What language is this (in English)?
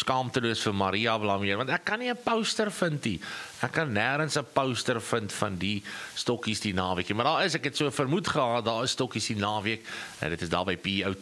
Afrikaans